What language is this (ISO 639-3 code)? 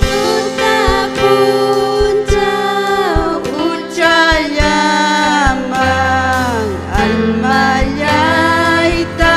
quy